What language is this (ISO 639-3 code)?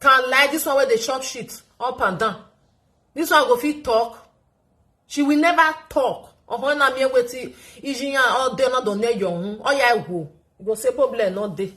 pcm